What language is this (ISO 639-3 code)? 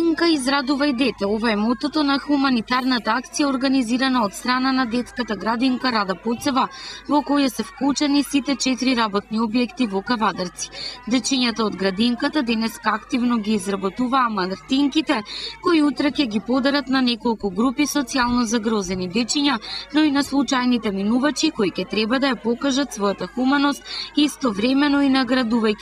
mkd